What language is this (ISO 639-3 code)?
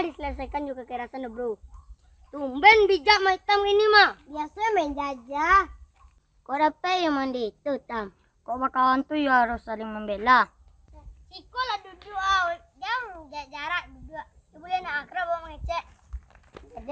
min